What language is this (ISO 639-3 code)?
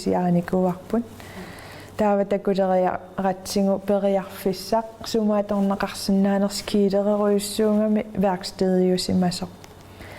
kal